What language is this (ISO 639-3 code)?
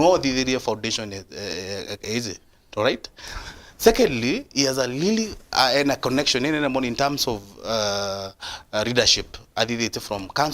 mer